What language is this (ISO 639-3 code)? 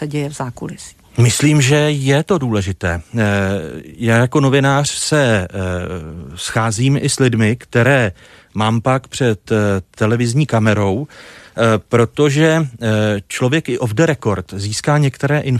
ces